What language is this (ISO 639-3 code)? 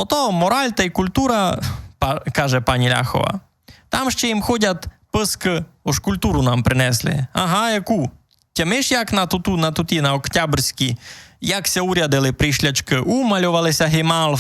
rue